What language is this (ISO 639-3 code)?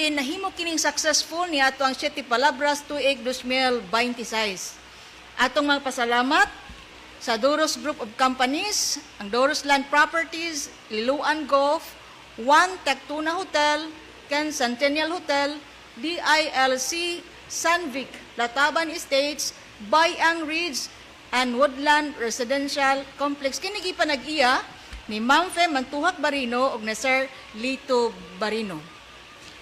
ceb